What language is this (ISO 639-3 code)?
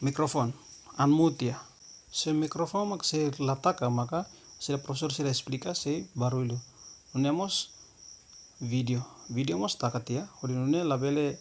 tet